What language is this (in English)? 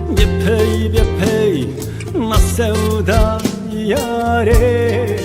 Zaza